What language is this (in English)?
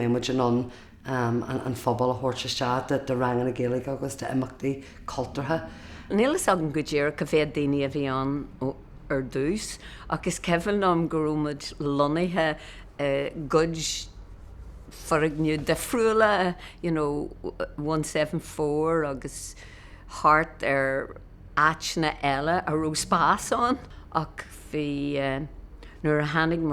Irish